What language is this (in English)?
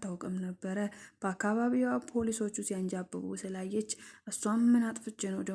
Amharic